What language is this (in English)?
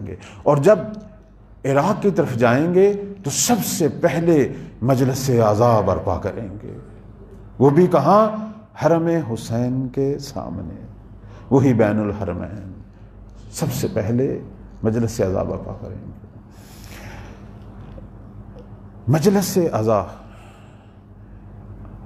Urdu